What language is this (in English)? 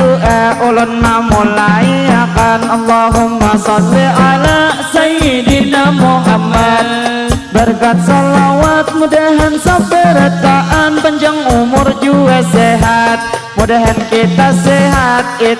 Banjar